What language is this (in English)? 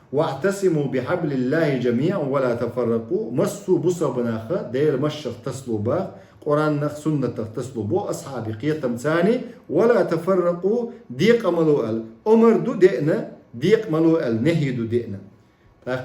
Chechen